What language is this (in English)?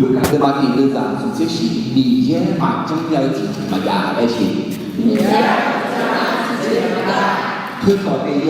Akha